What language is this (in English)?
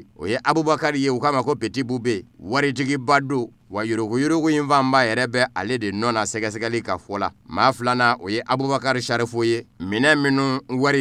Bambara